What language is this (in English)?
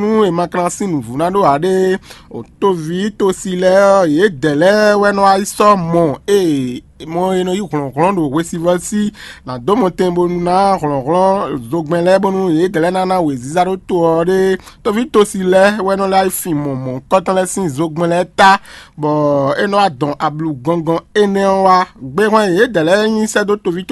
Fon